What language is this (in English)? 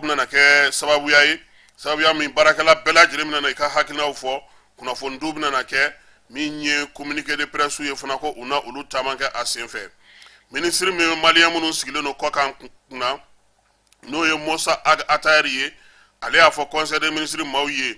Bambara